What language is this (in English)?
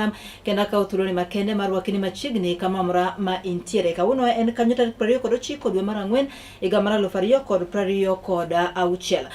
Luo (Kenya and Tanzania)